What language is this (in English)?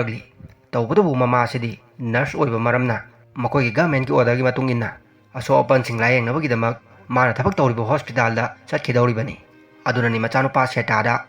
Manipuri